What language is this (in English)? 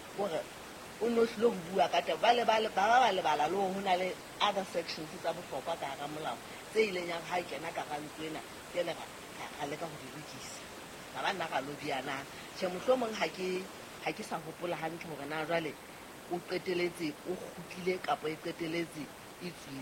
Southern Sotho